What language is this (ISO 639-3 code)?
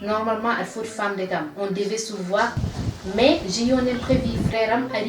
ful